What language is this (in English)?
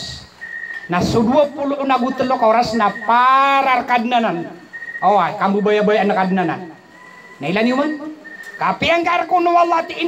Maranao